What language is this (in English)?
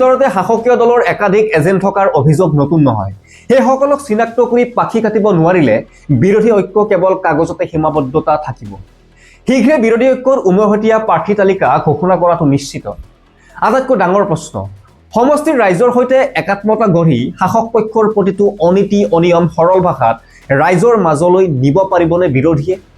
Assamese